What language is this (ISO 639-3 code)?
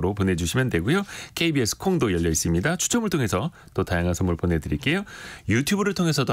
kor